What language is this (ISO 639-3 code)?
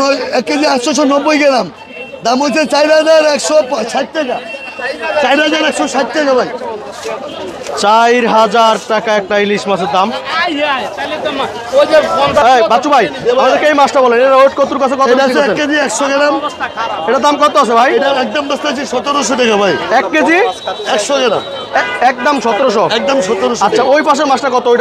ben